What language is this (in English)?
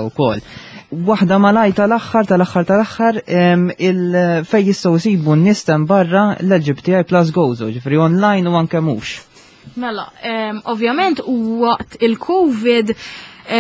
Maltese